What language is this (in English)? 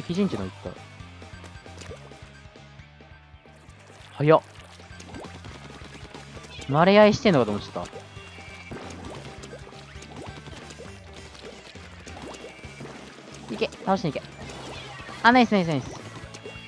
Japanese